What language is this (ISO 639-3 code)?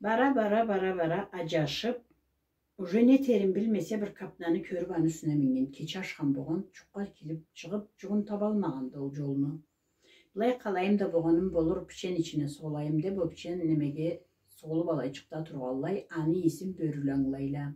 krc